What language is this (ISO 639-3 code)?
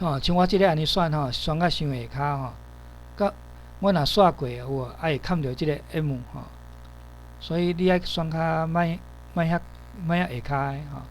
nan